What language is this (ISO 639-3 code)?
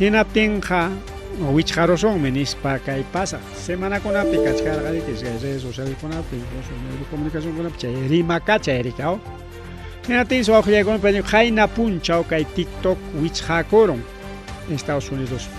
quy